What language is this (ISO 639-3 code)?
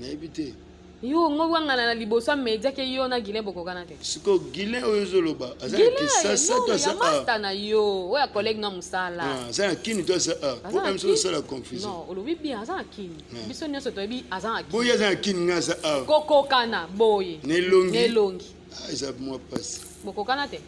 lin